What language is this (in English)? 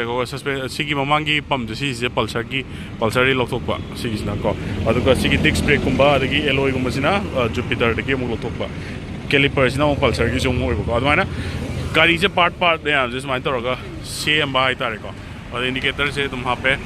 Manipuri